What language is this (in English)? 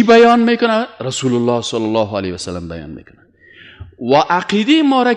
Persian